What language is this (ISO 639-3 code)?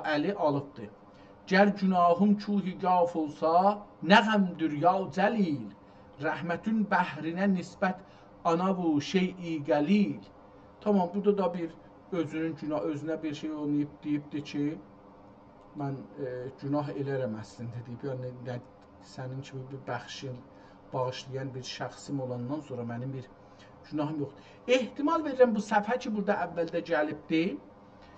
azb